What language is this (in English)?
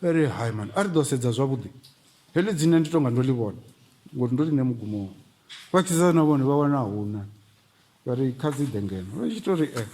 Venda